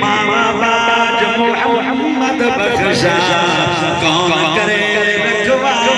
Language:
Saraiki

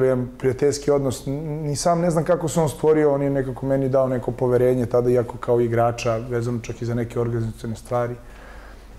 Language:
Serbian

